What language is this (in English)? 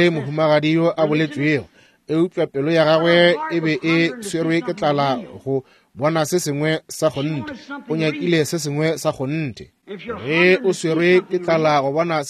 Northern Sotho